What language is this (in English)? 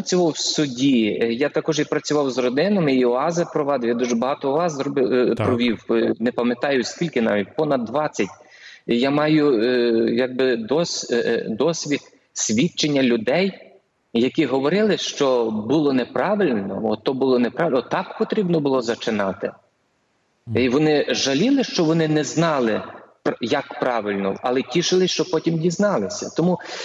Ukrainian